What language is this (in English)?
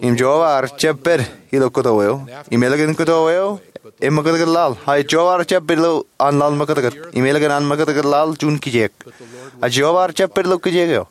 Marshallese